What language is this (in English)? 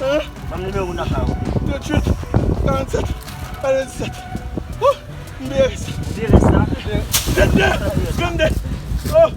Haitian Creole